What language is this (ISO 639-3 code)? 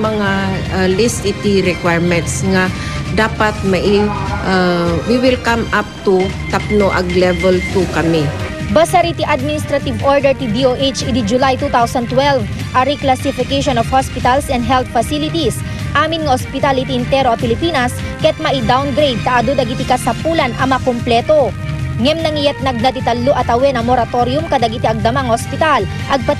ilo